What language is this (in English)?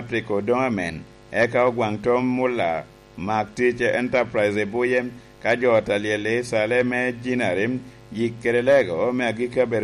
Lango (Uganda)